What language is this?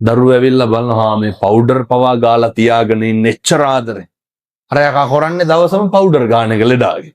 Sinhala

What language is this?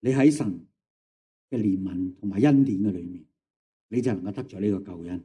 Cantonese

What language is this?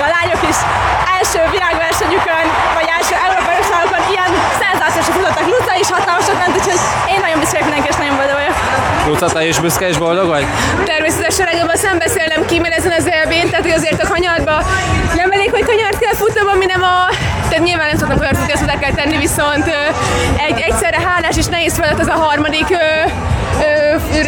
Hungarian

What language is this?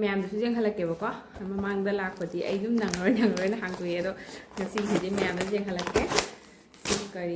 Manipuri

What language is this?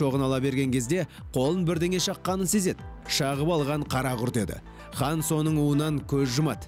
Kazakh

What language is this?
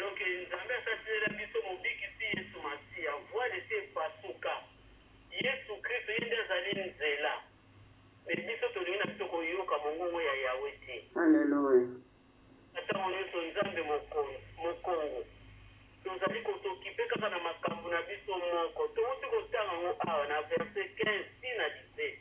Lingala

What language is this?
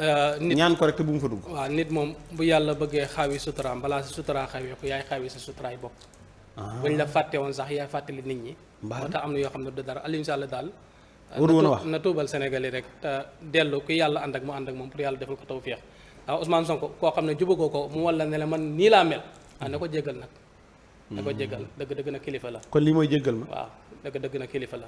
Wolof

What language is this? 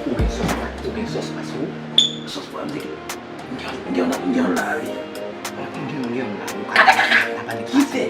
Haitian Creole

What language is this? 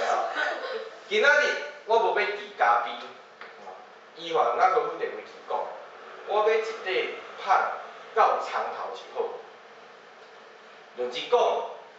Min Nan Chinese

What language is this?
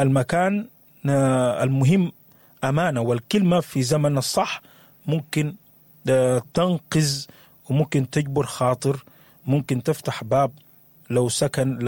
Sudanese Arabic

